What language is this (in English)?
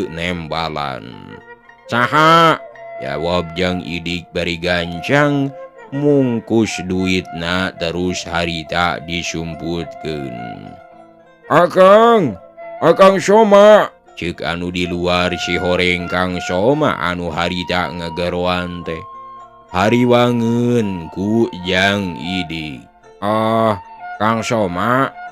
Sundanese